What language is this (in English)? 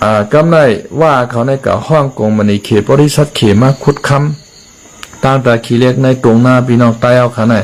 Shan